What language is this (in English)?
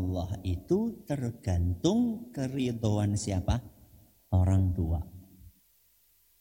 Indonesian